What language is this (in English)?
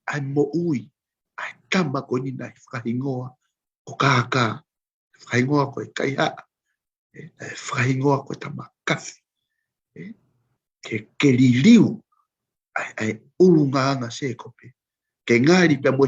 Tongan